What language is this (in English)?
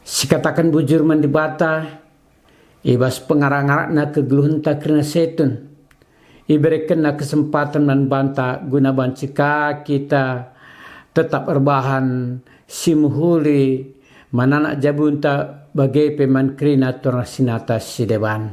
Batak Karo